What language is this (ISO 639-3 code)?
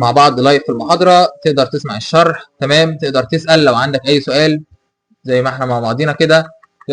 arz